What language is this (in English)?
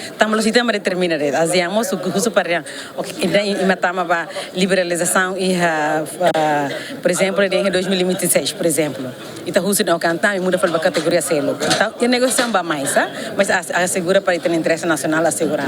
Tetum